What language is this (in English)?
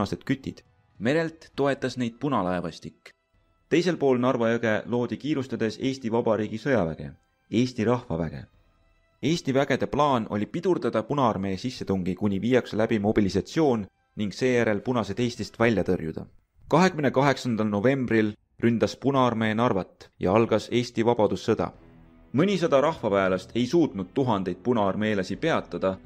Estonian